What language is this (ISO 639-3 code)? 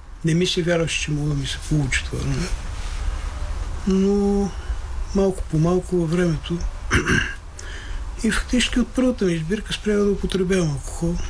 bul